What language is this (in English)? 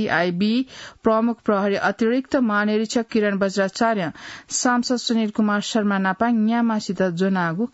Newari